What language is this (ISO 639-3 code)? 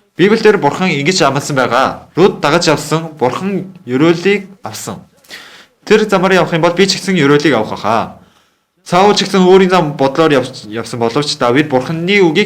mon